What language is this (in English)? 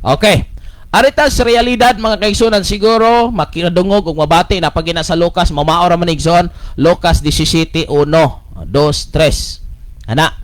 Cebuano